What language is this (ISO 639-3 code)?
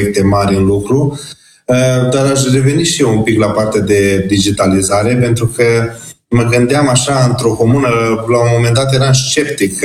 ron